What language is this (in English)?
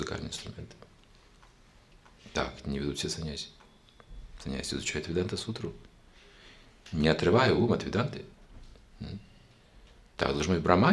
Russian